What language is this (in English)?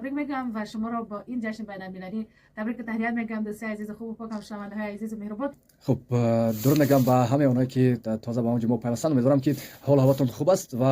Tajik